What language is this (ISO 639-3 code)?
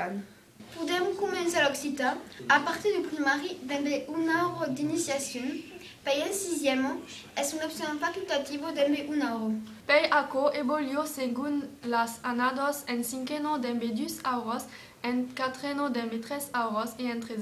oci